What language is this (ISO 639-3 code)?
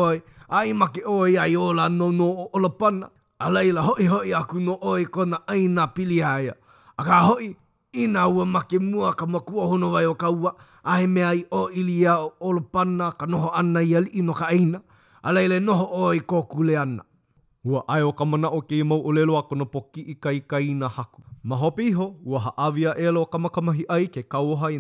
haw